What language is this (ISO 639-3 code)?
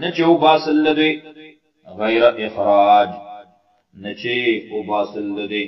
pus